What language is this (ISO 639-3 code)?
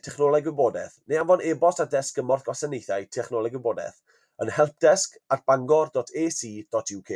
cym